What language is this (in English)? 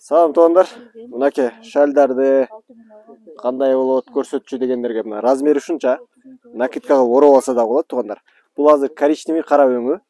Kyrgyz